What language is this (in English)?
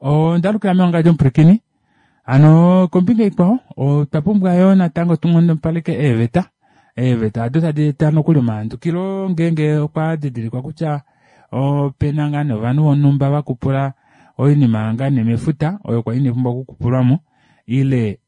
Kuanyama